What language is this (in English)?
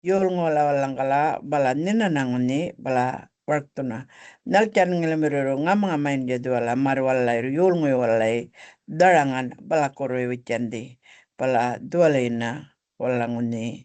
Gumatj